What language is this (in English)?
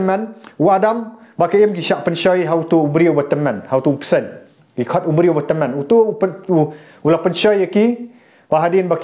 Khasi